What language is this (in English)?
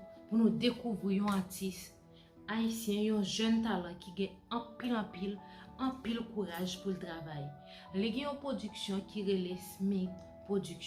Haitian Creole